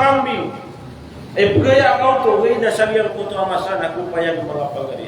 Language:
Maranao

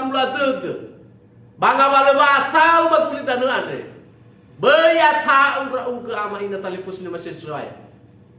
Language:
Nias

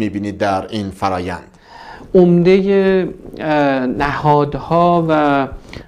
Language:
Persian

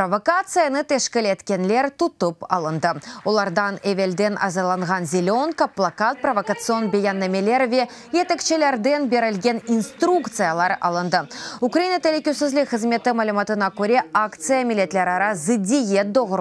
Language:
Crimean Tatar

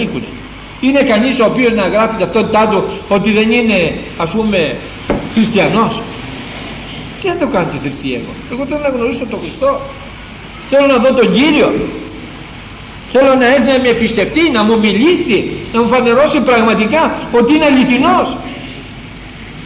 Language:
Greek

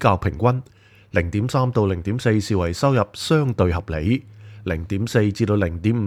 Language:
Cantonese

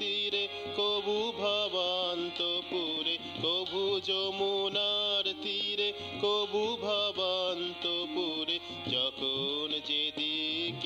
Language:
Bangla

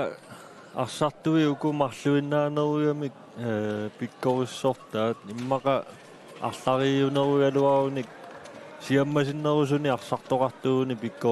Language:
Kalaallisut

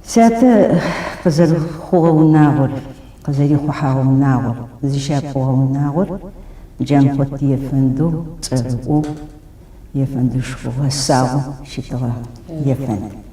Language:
Adyghe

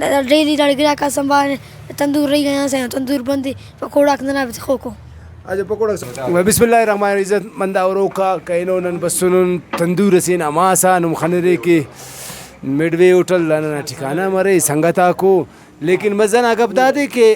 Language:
Brahui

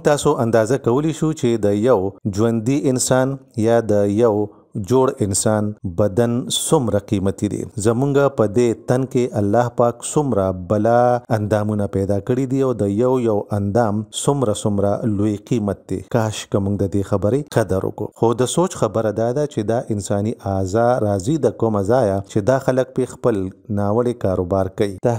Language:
Pashto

